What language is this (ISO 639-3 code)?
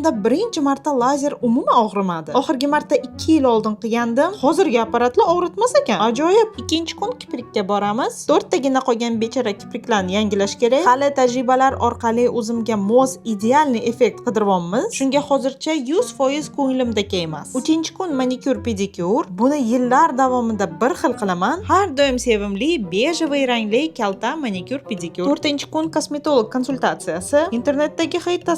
uzb